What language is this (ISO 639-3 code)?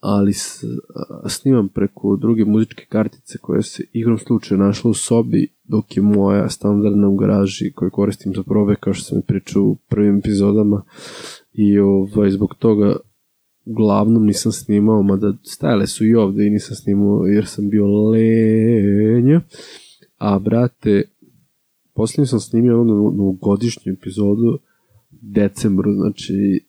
srp